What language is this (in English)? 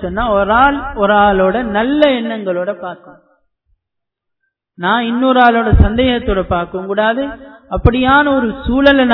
Tamil